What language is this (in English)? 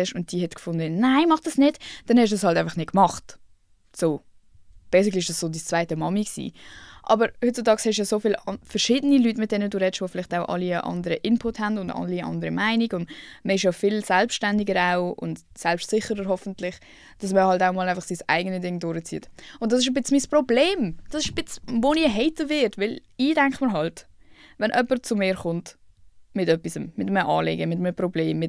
Swiss German